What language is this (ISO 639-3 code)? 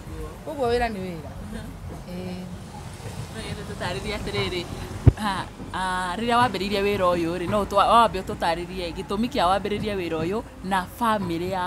kik